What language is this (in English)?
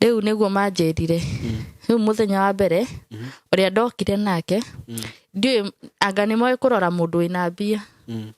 Kikuyu